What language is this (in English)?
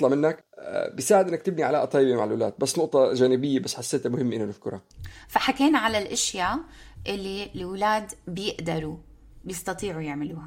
North Levantine Arabic